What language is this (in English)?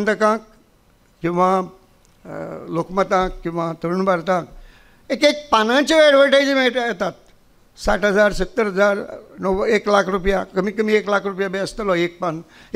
Konkani